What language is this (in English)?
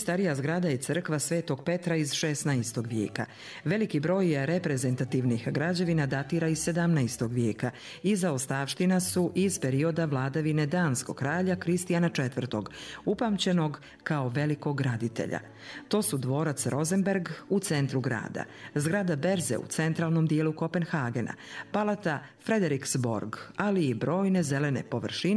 Bosnian